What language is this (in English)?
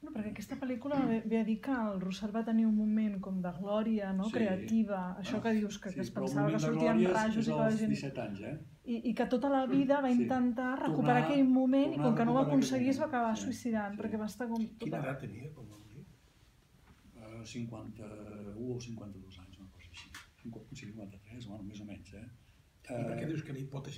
Catalan